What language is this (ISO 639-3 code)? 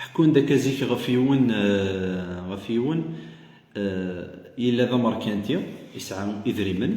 kab